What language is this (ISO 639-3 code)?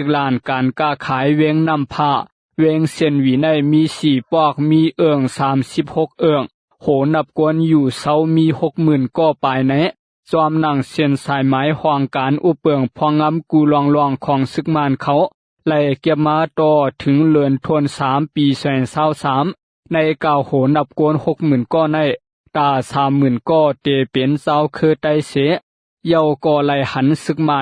shn